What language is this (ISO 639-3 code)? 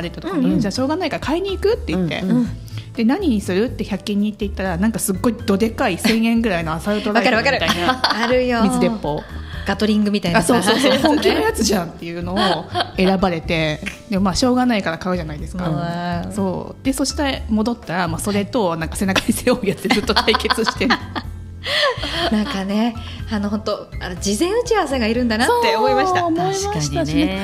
jpn